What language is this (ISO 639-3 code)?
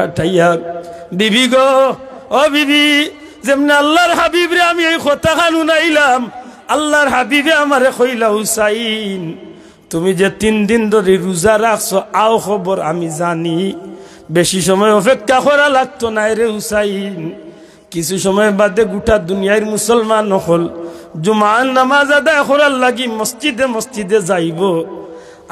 syl